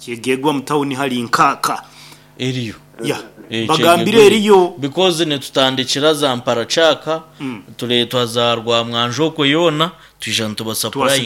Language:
Nyankole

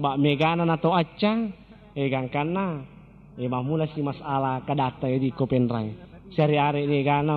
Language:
Buginese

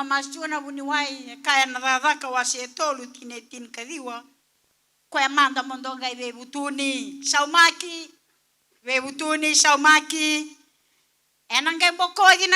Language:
Fijian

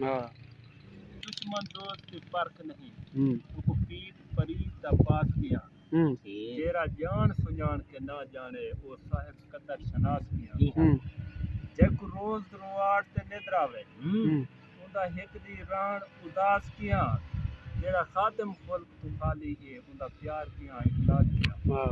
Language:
Saraiki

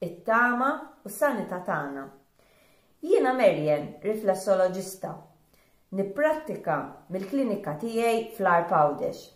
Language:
Maltese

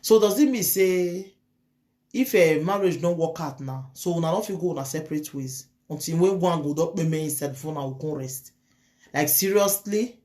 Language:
Nigerian Pidgin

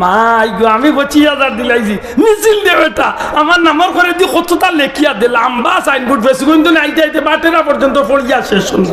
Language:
Sylheti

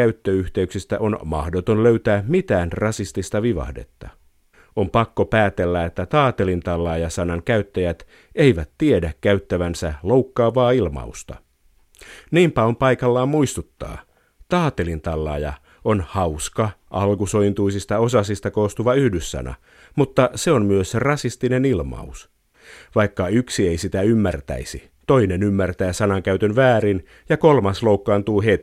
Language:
Finnish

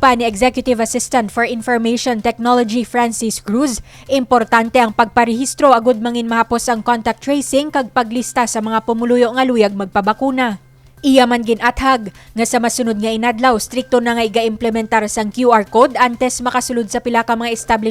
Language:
Hiligaynon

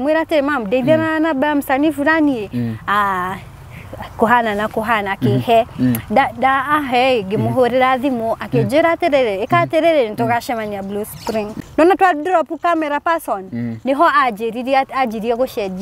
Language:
Kikuyu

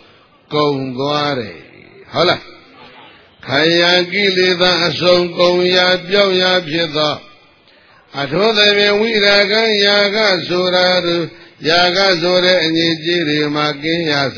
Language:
Burmese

